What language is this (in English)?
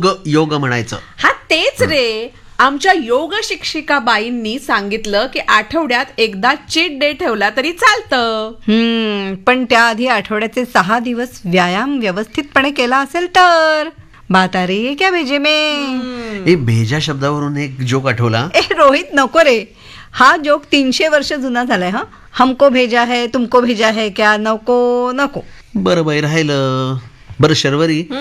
Marathi